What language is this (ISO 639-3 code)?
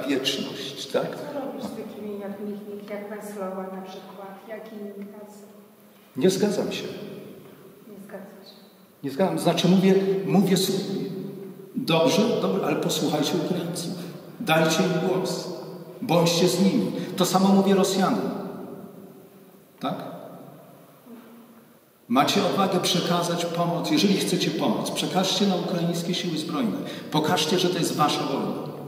pol